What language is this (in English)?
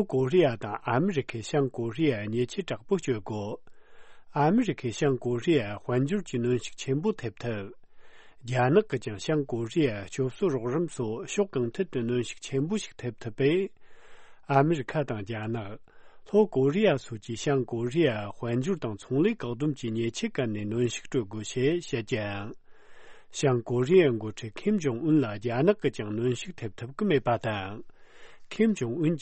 Tibetan